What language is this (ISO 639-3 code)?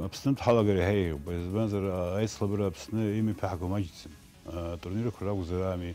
abk